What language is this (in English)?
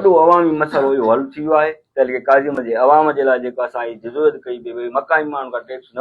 Sindhi